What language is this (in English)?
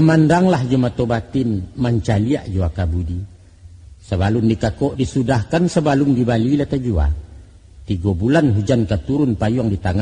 Minangkabau